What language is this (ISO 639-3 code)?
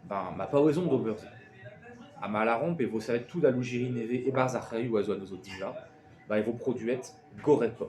bre